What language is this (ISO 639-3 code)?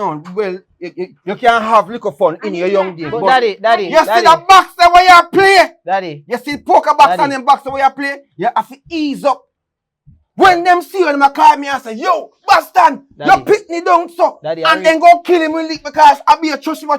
jam